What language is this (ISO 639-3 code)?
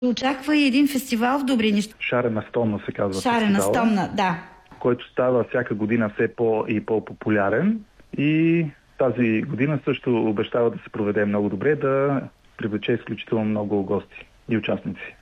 bul